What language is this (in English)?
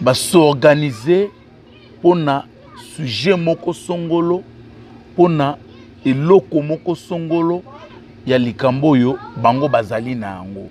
Lingala